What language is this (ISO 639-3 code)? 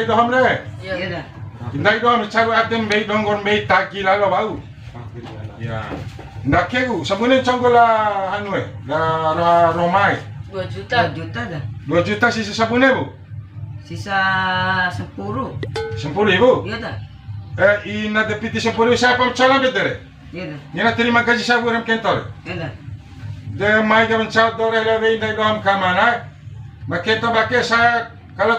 bhp